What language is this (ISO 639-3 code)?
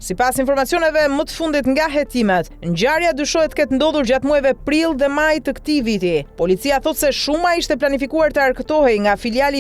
sqi